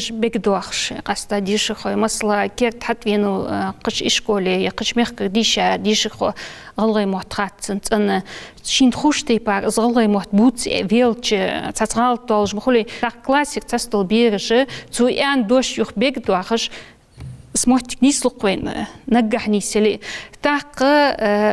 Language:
Ingush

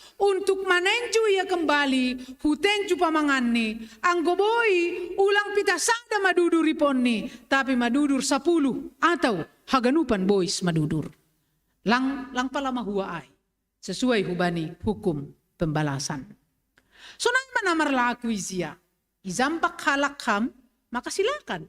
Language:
Batak Simalungun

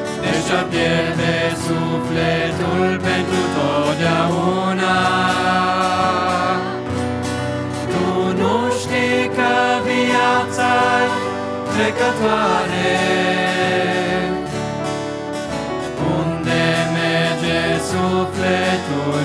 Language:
Romanian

